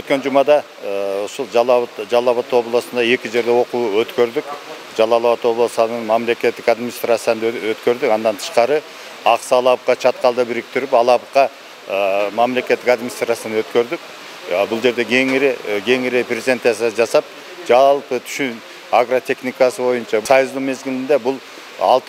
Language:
Kyrgyz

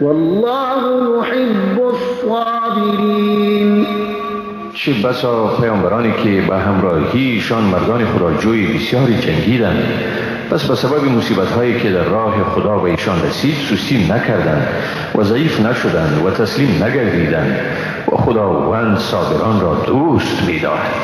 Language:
Persian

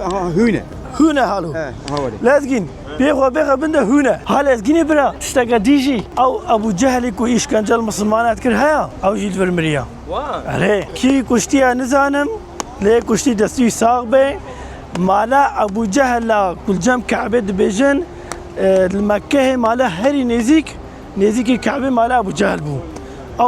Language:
Kurdish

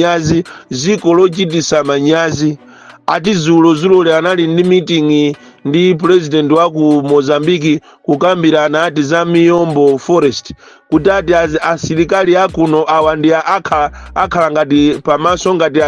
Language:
Nyanja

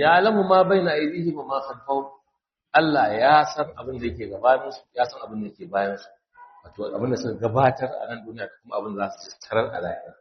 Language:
Hausa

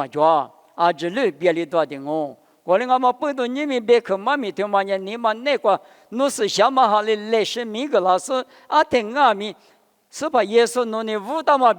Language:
Lisu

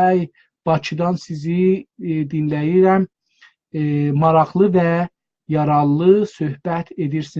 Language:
South Azerbaijani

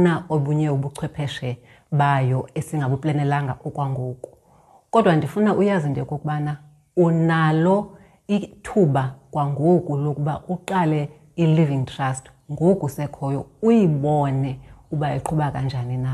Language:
Xhosa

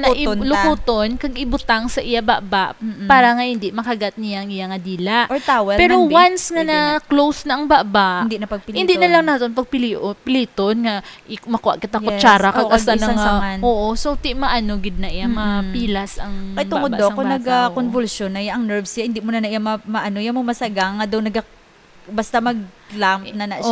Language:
Hiligaynon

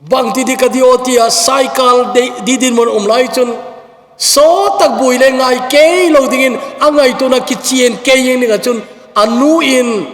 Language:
Thado Chin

